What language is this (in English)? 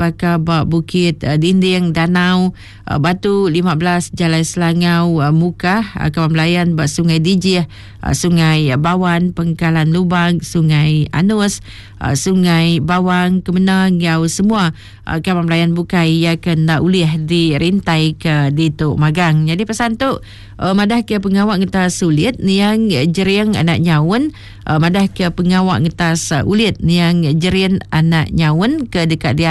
Iban